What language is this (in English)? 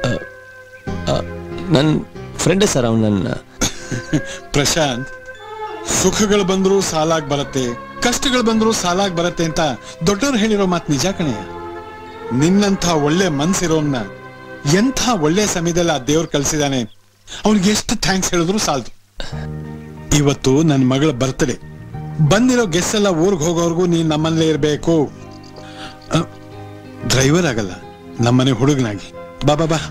Kannada